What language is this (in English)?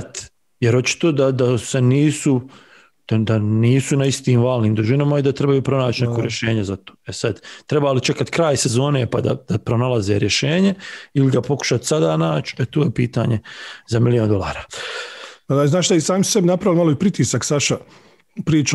Bosnian